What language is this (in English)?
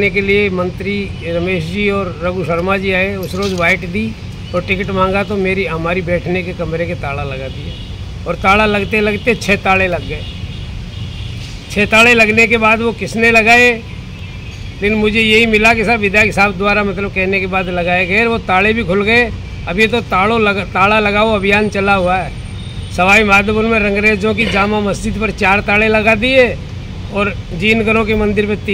Hindi